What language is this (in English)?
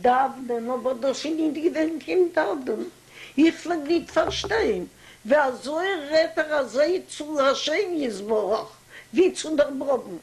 Yiddish